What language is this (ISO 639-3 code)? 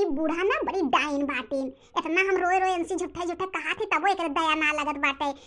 bho